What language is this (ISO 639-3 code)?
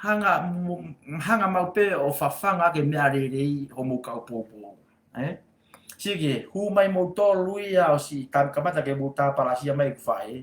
ton